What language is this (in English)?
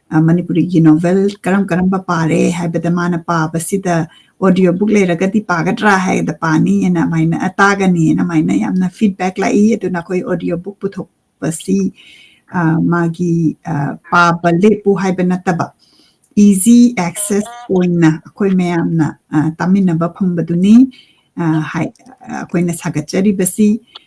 Manipuri